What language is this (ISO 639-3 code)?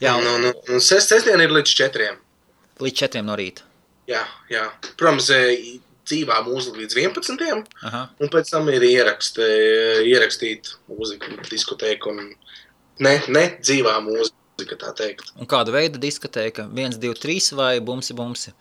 lav